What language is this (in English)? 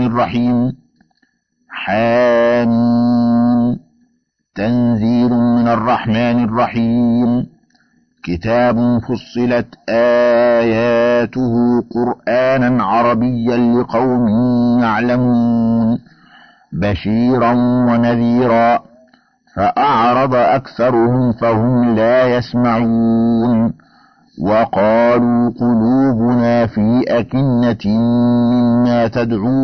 Arabic